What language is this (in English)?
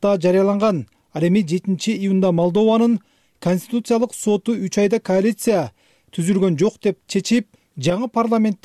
Kyrgyz